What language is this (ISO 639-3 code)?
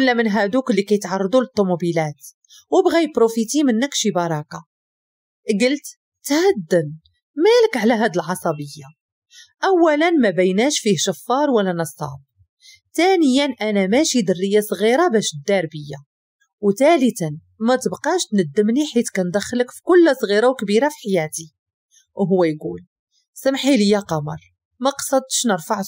ary